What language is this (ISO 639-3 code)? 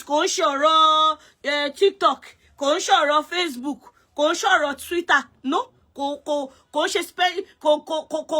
yor